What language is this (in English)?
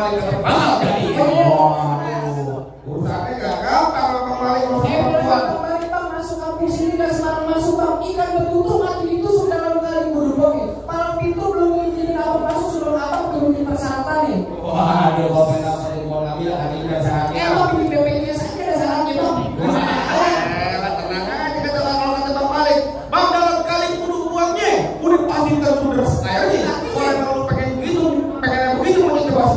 Betawi